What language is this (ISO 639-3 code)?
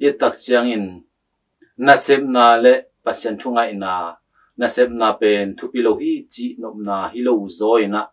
ctd